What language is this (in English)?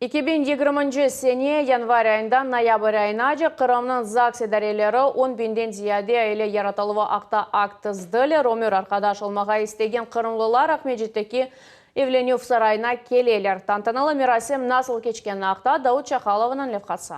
Crimean Tatar